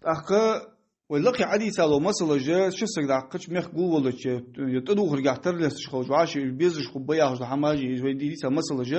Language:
Ingush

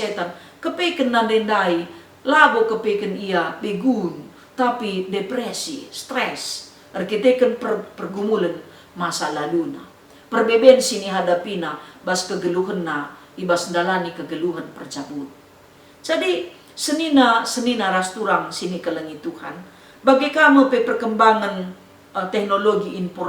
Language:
Batak Karo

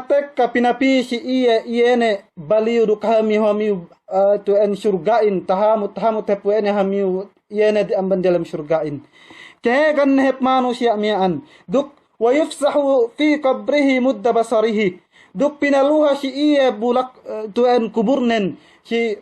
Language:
Yakan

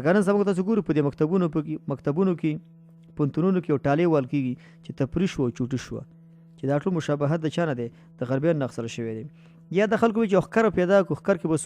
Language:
Pashto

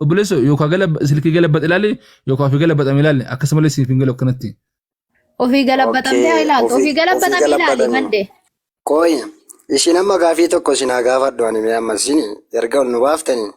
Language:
Oromo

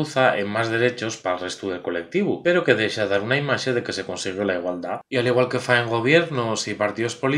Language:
Asturian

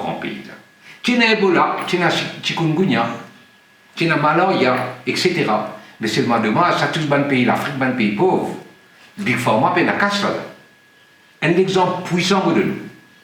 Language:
Morisyen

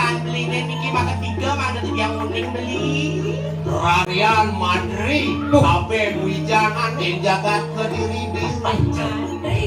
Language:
Balinese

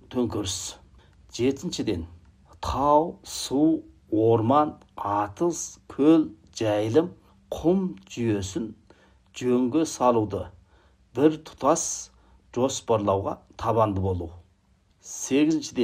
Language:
Kazakh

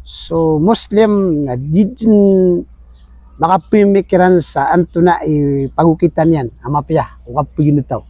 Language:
Maranao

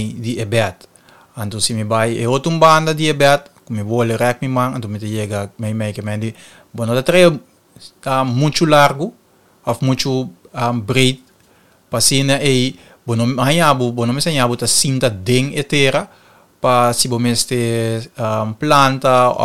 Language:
Papiamento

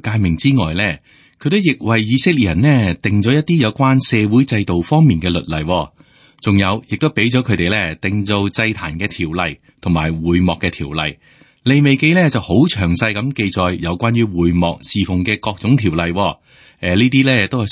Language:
Cantonese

